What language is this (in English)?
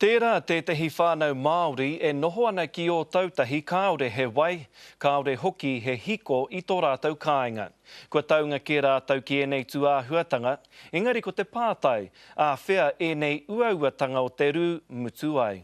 Māori